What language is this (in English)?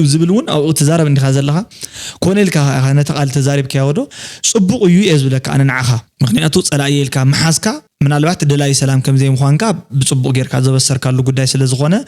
Tigrinya